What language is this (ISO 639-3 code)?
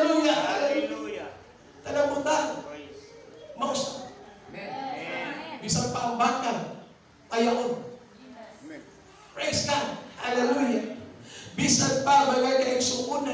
ceb